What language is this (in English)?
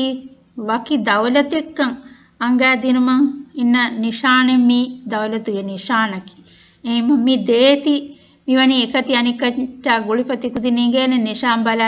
Divehi